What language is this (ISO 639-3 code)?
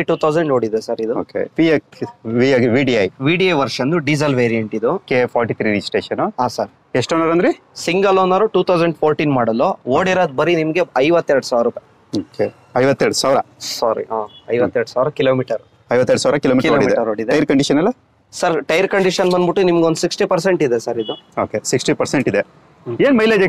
kan